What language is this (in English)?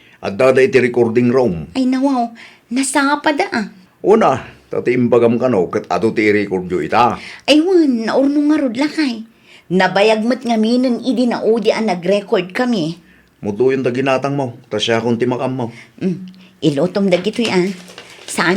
Iloko